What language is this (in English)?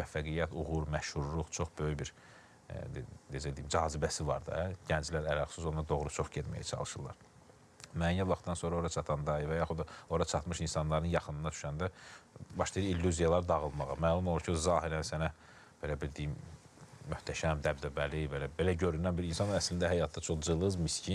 Azerbaijani